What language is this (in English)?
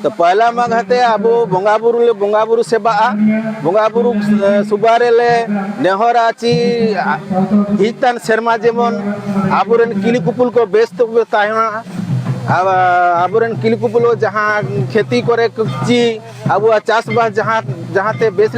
Santali